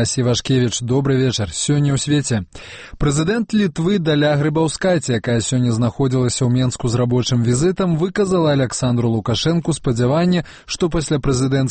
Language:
Belarusian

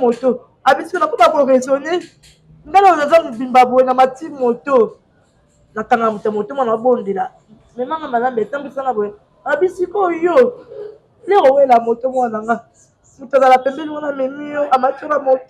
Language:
Lingala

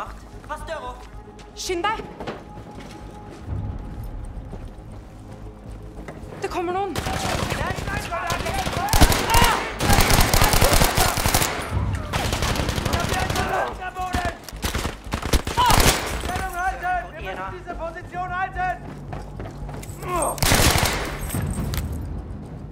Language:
Norwegian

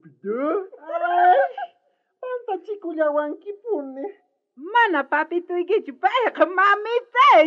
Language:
South Bolivian Quechua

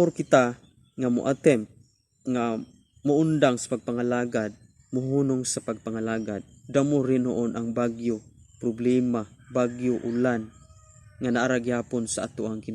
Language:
Cebuano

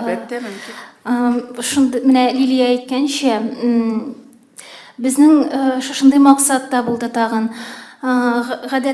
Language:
Tatar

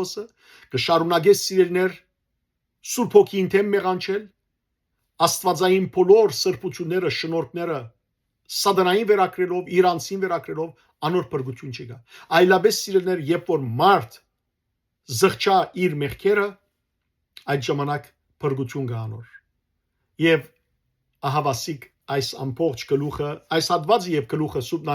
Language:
Western Armenian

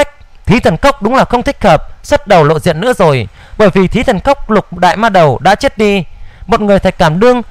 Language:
Vietnamese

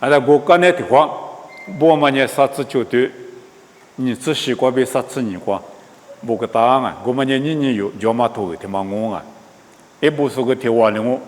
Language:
Lisu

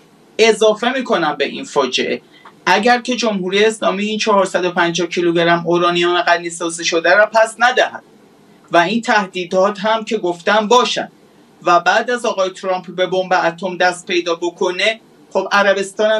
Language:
Persian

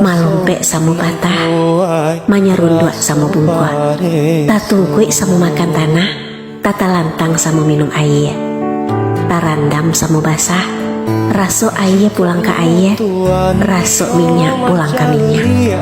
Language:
Minangkabau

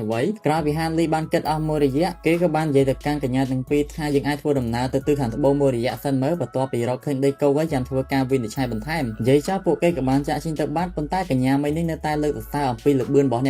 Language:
Khmer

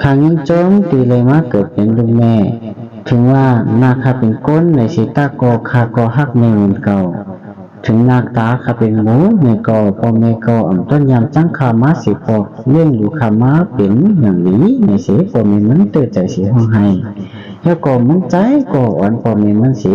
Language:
Shan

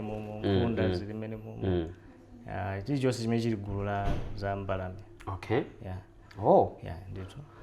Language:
Nyanja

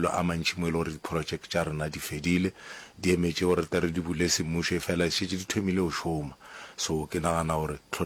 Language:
Northern Sotho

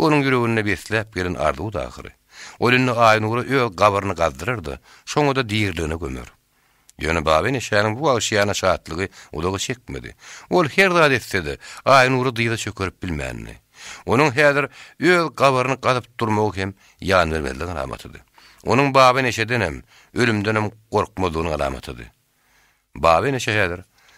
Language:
Turkmen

